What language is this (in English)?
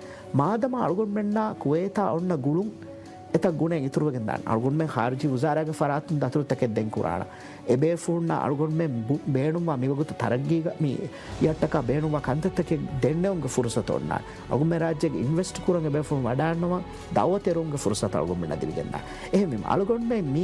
Divehi